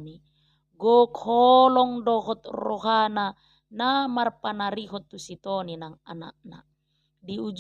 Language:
Batak Toba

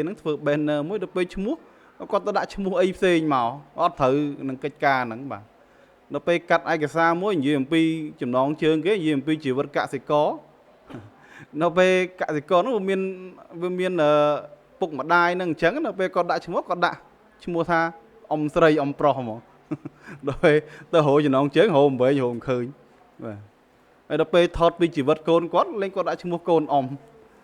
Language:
Khmer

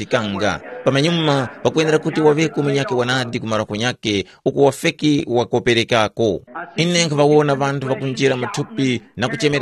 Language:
Tumbuka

